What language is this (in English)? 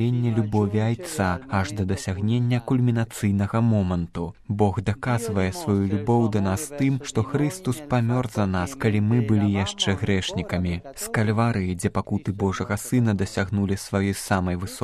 Belarusian